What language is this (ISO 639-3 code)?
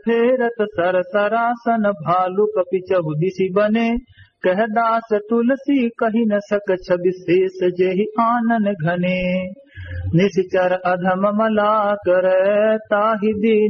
awa